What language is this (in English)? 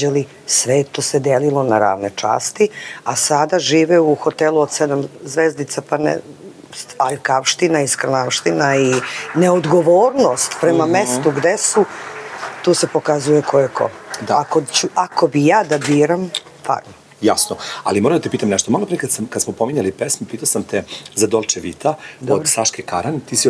Serbian